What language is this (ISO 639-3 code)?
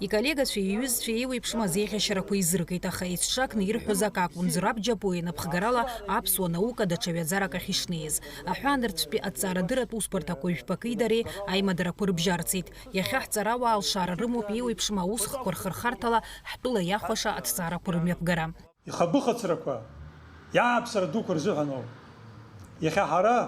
abk